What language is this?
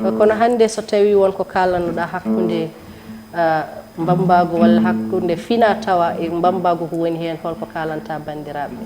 Fula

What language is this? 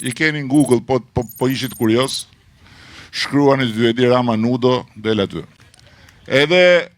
Albanian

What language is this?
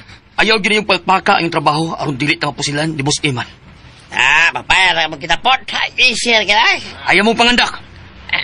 Cebuano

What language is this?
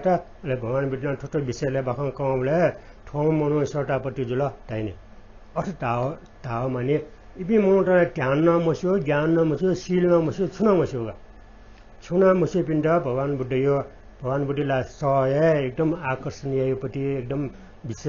Newari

